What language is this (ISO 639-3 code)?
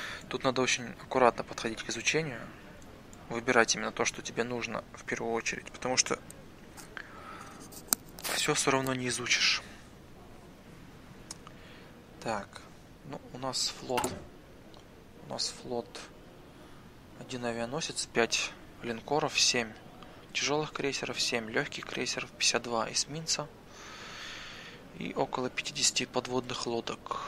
rus